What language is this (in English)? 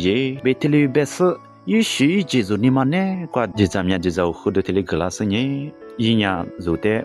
Lisu